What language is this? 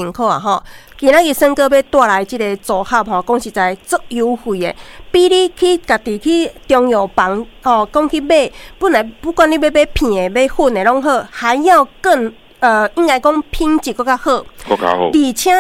Min Nan Chinese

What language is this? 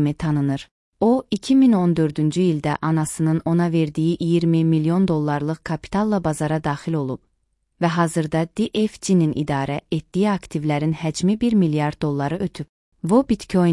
Azerbaijani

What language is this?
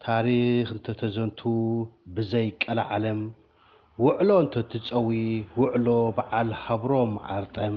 Tigrinya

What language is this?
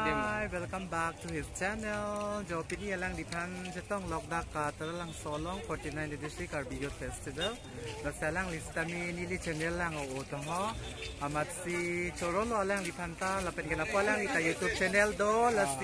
Karbi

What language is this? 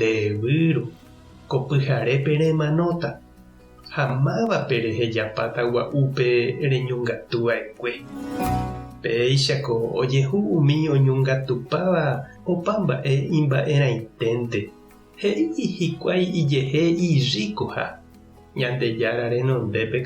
Guarani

